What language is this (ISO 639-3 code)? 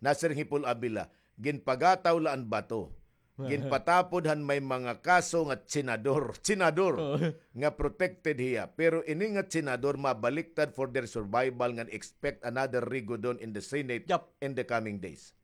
war